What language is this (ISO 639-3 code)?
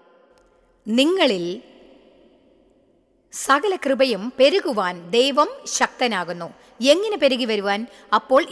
mal